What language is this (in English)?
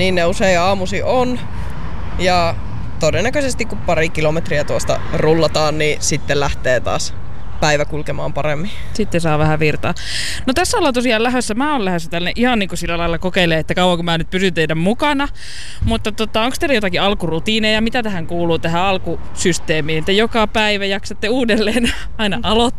Finnish